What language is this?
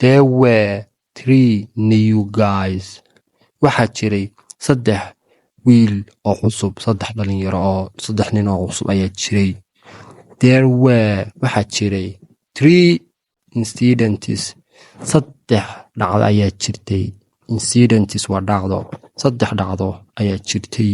Somali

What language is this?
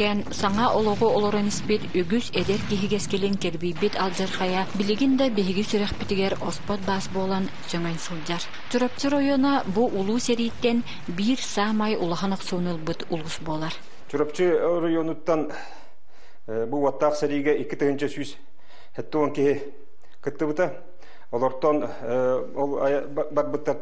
Yakut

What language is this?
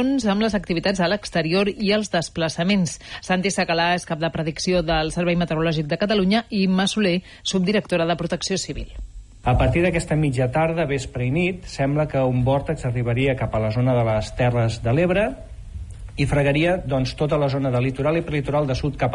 Catalan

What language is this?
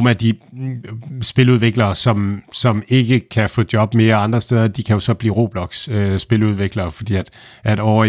Danish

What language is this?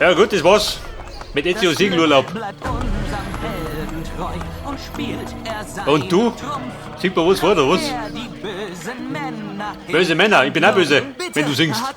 Bavarian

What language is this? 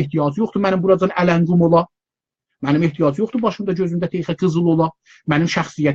South Azerbaijani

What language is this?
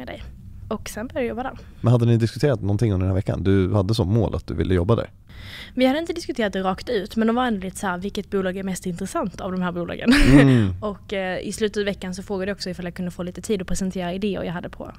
Swedish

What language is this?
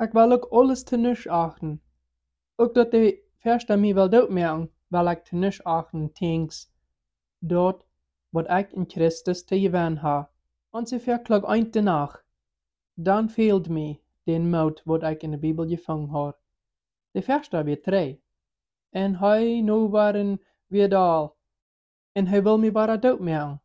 Plautdietsch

